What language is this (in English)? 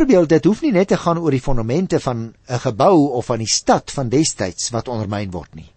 Afrikaans